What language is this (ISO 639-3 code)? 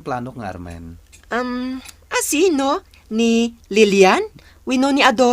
ilo